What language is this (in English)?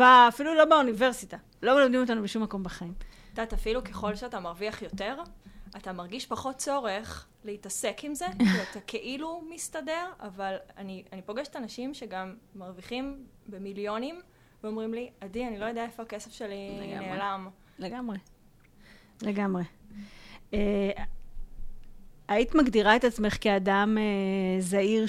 Hebrew